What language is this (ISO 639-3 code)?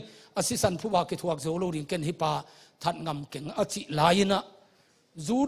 ctd